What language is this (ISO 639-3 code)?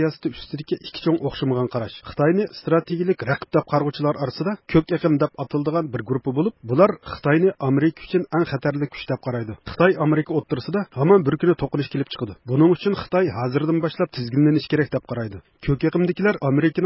uig